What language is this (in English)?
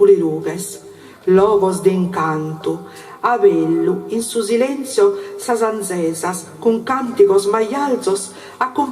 Sardinian